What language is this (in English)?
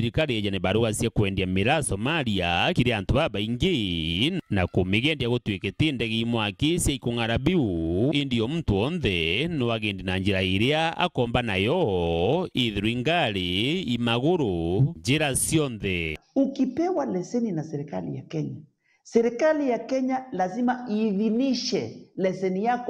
Meru